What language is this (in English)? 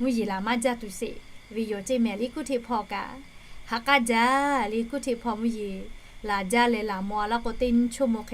Lahu